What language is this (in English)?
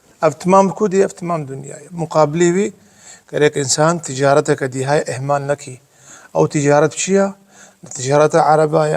Kurdish